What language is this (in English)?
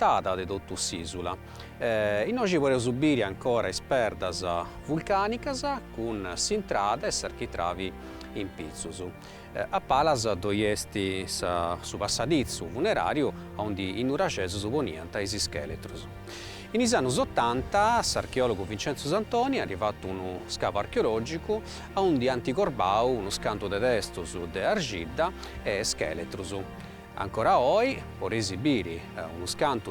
Sardinian